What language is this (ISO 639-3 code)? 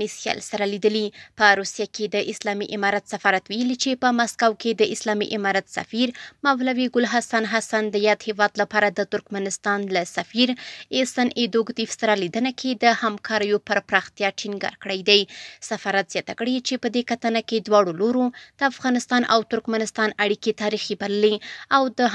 pus